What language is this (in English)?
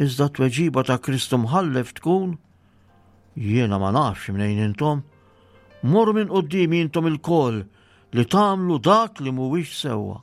Maltese